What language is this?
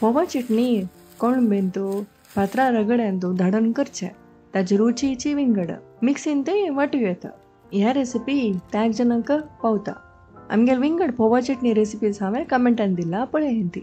Konkani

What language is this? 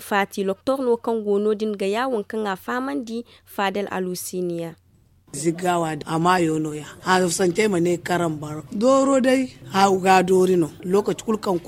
Zarma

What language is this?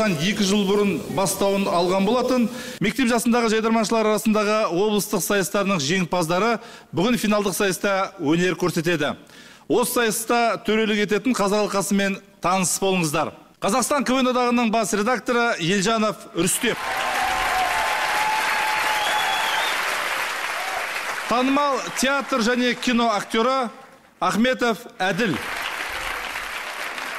Kazakh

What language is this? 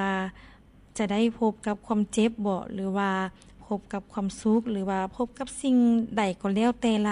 Lao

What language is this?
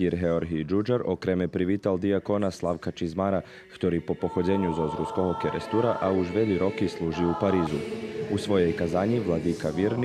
Rusyn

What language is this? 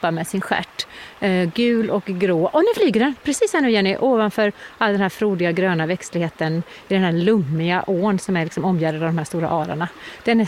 Swedish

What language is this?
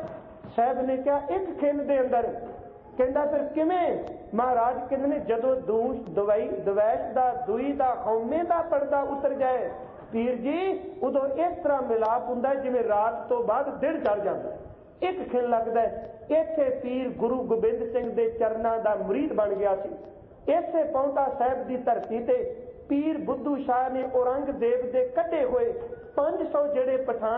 Punjabi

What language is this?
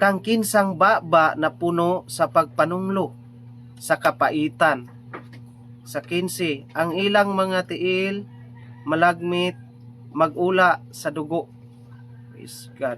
Cebuano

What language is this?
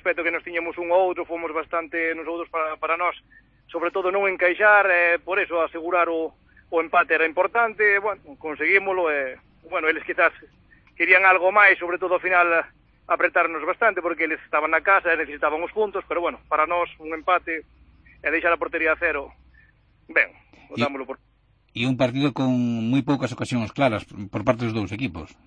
Galician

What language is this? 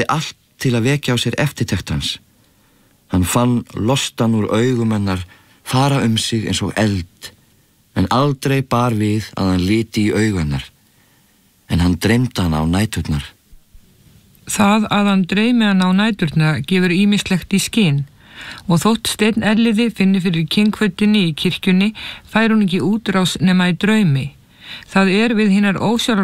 Icelandic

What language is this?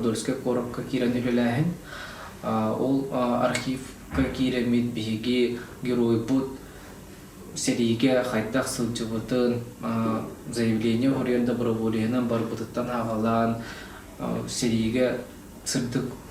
Yakut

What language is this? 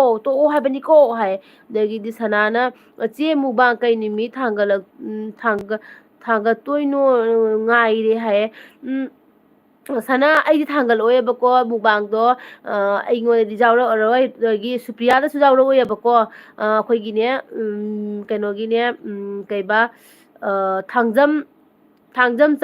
Manipuri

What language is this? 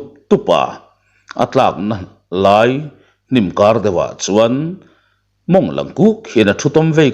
Mizo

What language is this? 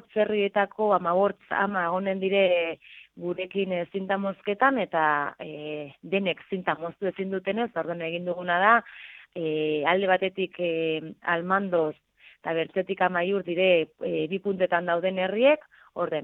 Basque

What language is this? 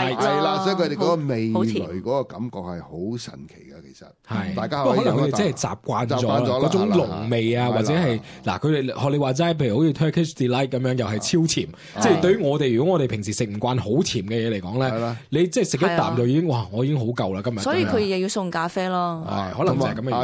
Cantonese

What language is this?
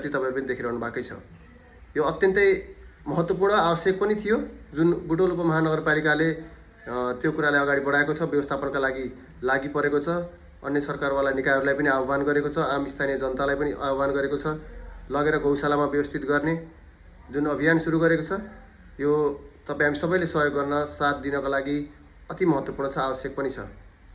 Nepali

